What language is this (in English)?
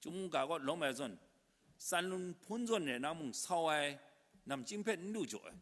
Kachin